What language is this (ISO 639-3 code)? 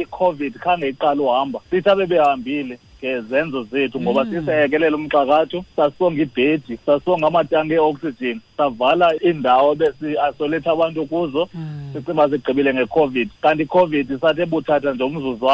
xho